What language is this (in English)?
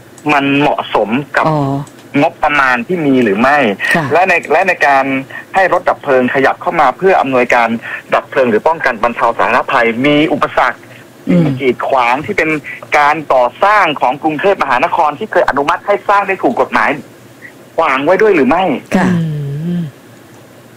Thai